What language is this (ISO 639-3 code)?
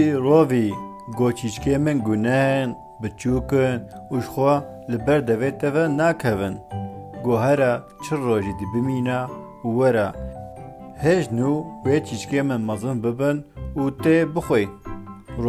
kur